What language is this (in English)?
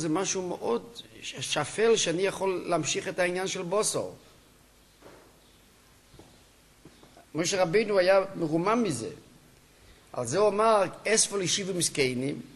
Hebrew